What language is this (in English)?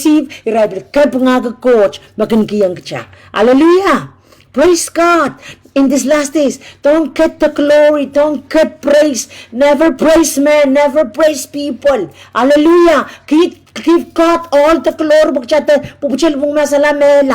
Pohnpeian